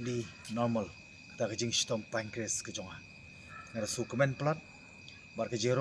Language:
Khasi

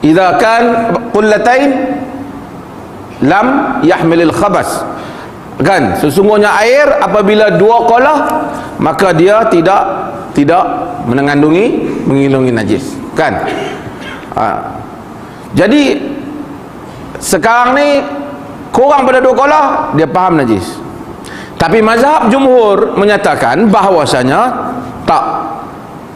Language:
Malay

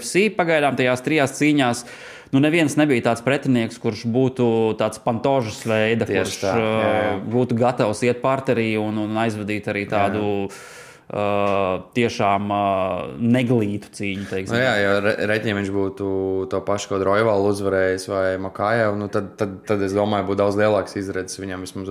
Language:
Latvian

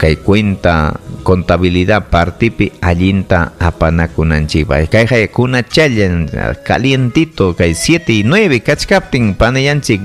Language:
Ayacucho Quechua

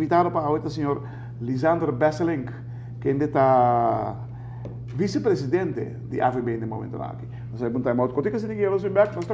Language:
Papiamento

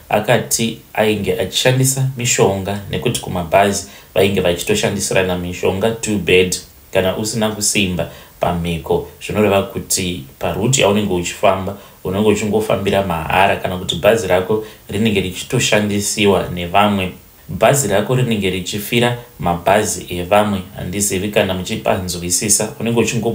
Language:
Shona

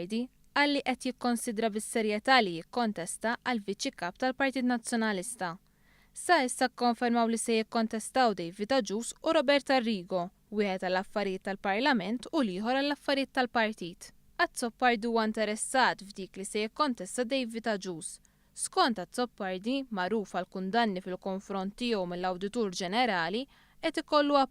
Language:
Maltese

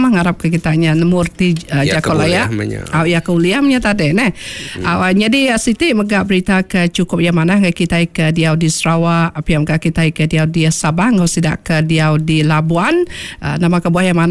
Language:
Iban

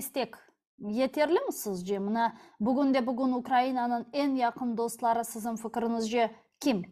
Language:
Crimean Tatar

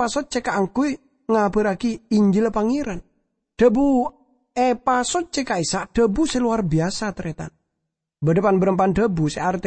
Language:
Madurese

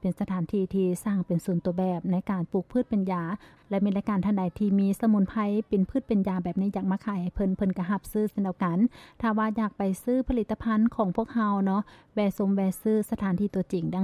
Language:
Lao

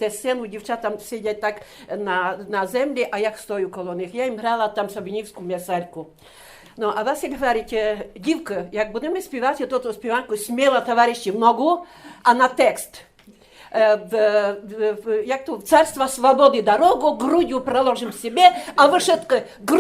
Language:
Rusyn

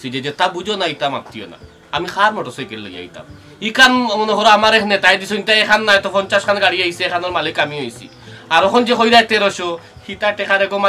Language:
Sylheti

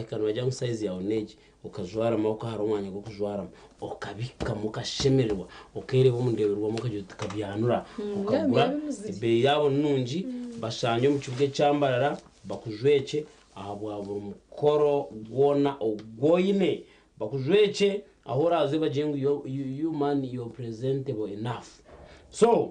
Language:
Nyankole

